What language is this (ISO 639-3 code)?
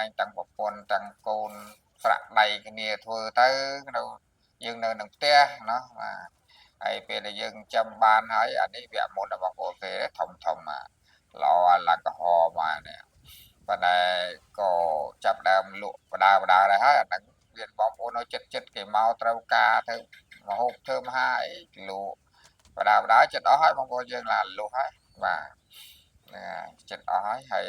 khm